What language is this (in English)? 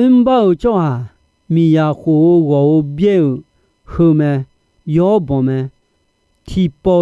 Akha